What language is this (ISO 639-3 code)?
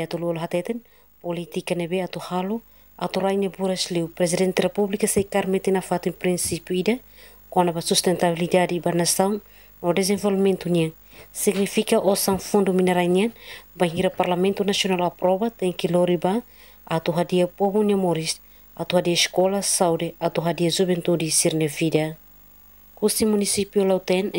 tet